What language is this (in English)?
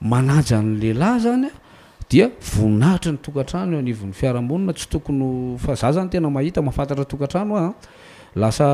Malagasy